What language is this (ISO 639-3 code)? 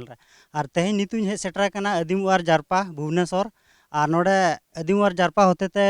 sat